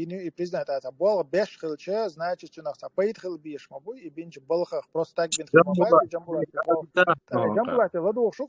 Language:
Chechen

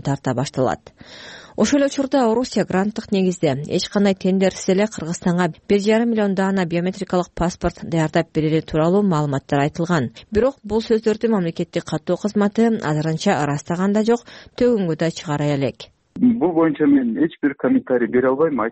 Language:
Kyrgyz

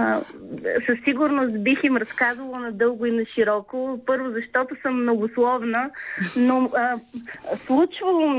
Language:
Bulgarian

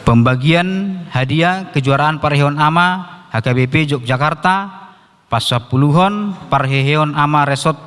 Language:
Batak Toba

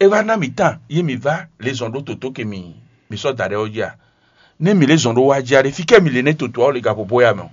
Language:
Fon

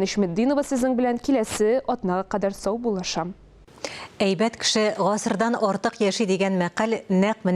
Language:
Tatar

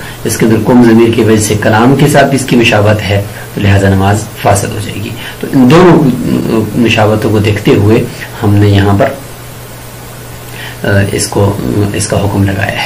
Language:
Urdu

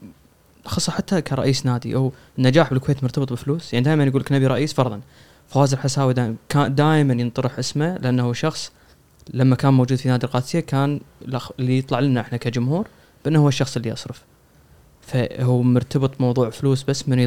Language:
Gulf Arabic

